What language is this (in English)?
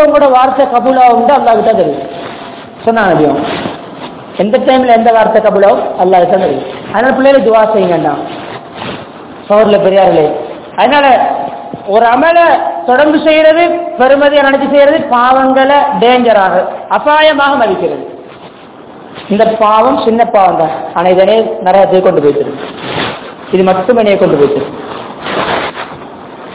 Tamil